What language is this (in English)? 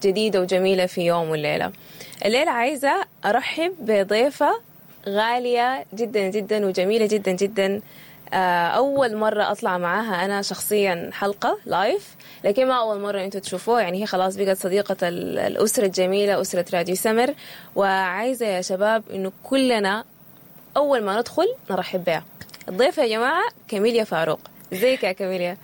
Sudanese Arabic